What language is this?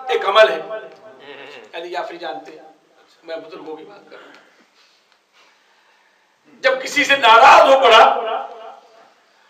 Urdu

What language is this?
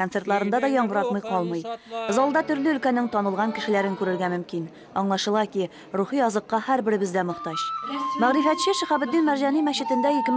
Tatar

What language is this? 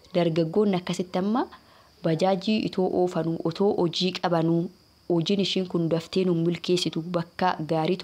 Oromo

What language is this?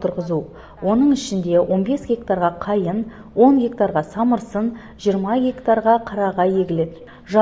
Kazakh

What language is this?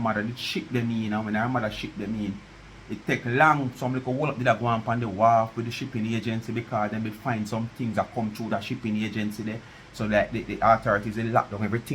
Jamaican Creole English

